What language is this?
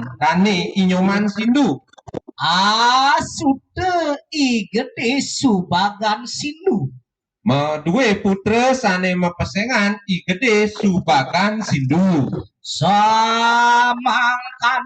Balinese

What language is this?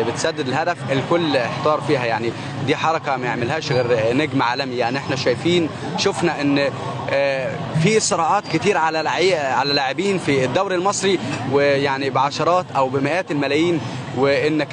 Egyptian Arabic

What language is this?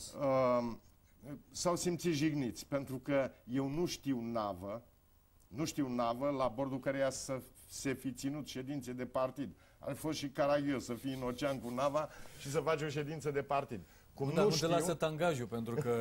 Romanian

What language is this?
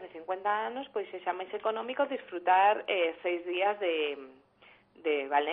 Galician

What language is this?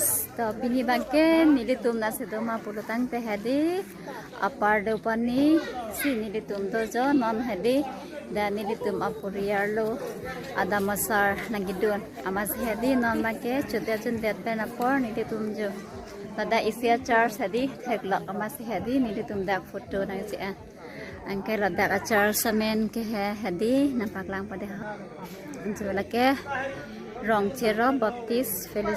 Karbi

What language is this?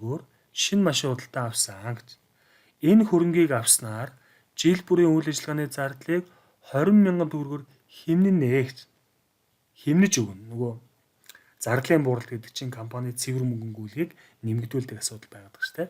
Mongolian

